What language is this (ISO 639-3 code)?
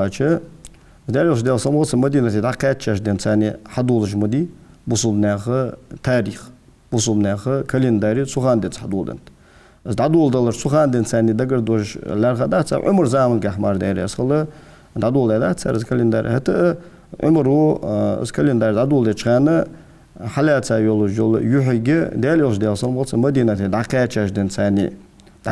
inh